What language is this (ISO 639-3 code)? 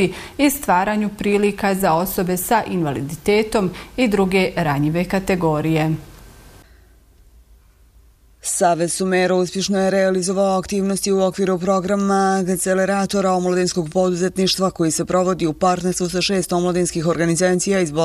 bos